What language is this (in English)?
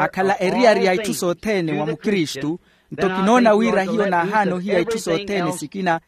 Makhuwa